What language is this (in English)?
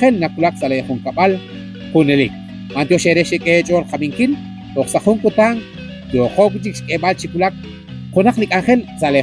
Kekchí